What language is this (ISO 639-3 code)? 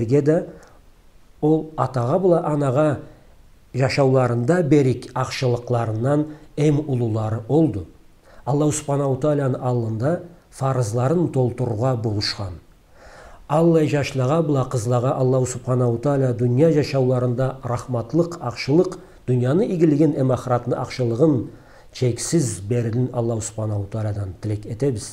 krc